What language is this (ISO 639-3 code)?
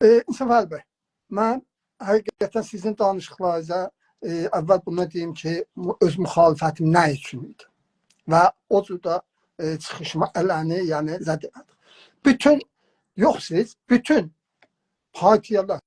azb